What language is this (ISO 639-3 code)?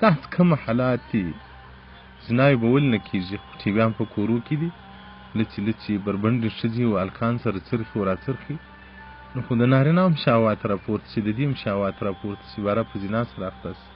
pus